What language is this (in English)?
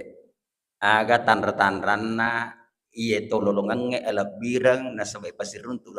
Buginese